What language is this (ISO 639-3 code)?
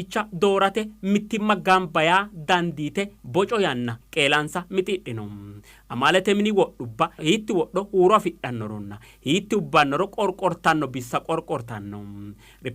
sid